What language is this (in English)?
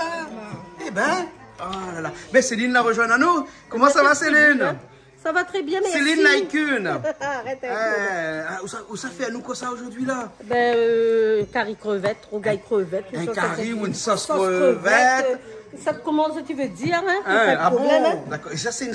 Réunion Creole French